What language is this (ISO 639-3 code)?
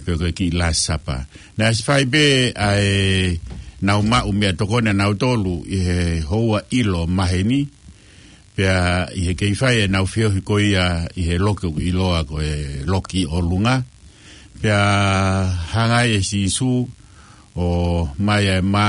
ton